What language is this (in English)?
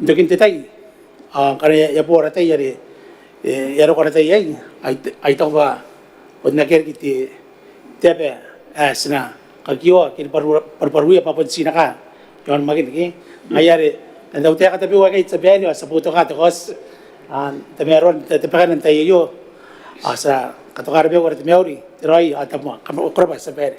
Gilbertese